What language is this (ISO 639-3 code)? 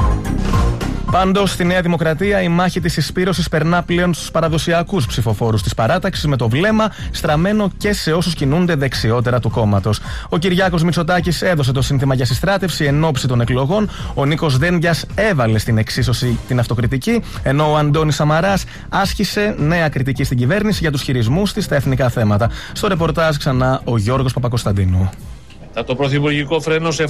ell